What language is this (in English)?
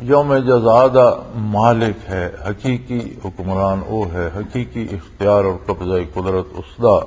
Western Panjabi